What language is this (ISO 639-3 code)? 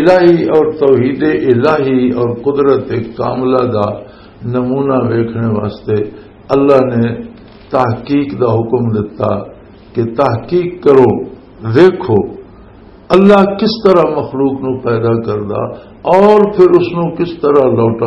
lah